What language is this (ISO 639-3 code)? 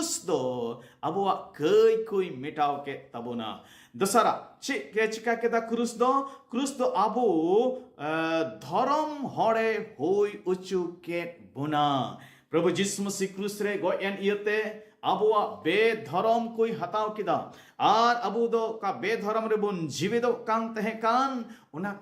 sat